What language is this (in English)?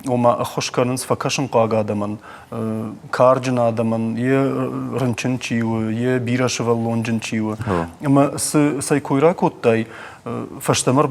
Ossetic